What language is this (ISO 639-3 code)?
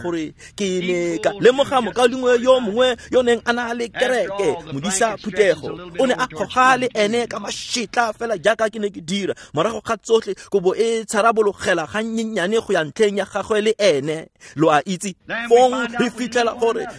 tsn